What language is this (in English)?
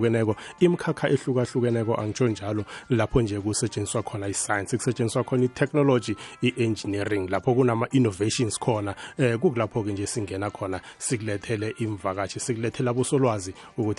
South Ndebele